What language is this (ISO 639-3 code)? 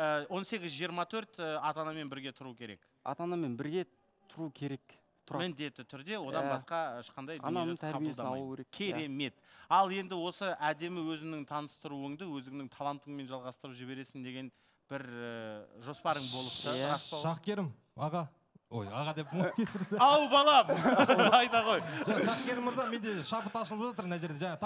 kaz